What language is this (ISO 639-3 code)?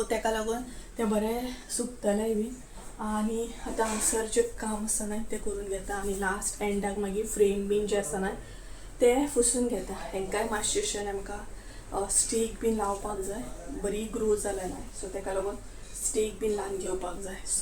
kok